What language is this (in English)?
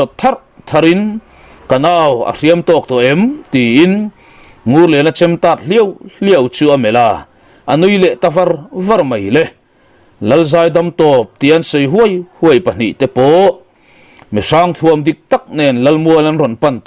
Mizo